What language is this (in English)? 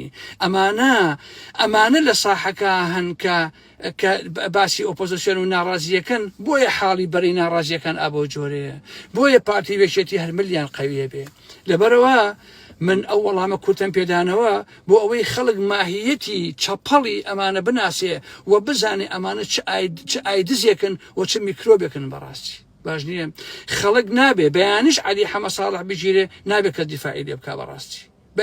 Central Kurdish